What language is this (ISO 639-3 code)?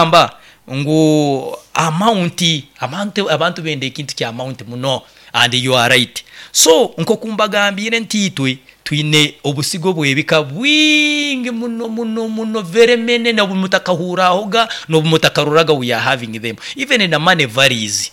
nyo